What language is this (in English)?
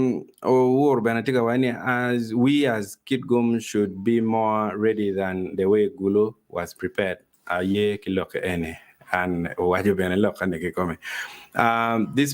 Acoli